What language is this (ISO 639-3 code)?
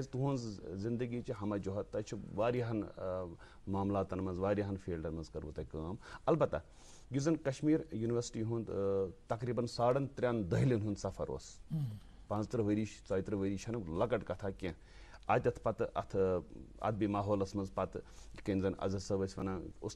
kas